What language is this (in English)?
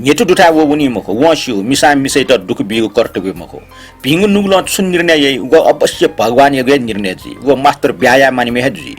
Newari